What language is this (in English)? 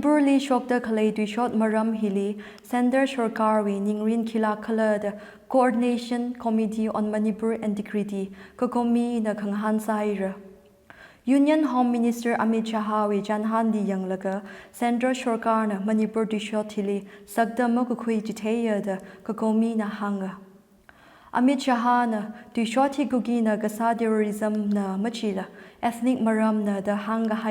Tangkhul Naga (India)